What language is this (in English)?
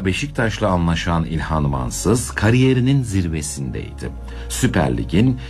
Turkish